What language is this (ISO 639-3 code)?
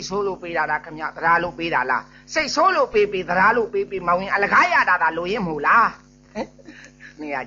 mya